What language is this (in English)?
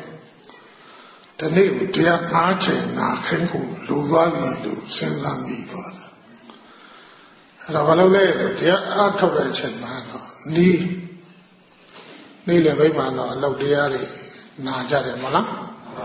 Burmese